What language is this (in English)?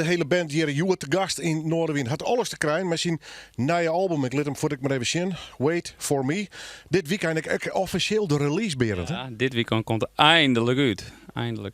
Western Frisian